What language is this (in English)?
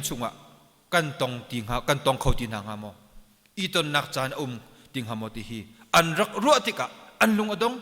Hakha Chin